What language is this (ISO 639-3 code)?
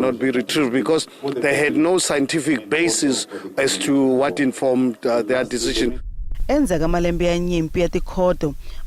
tso